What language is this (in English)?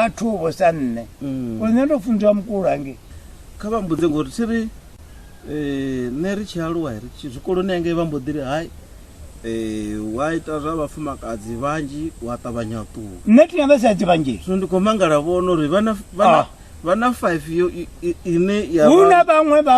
Venda